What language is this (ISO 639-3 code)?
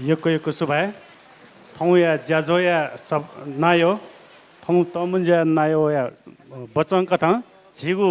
new